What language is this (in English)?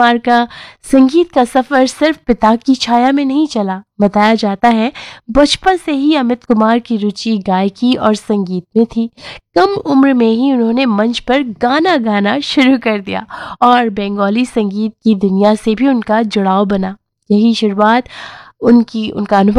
Hindi